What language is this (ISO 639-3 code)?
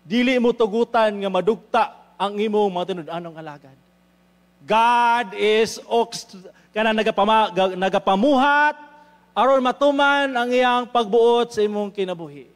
ceb